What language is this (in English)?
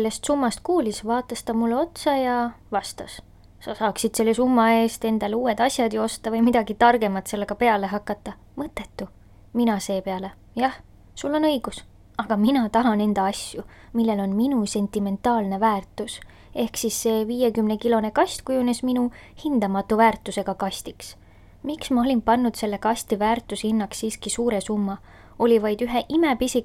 Estonian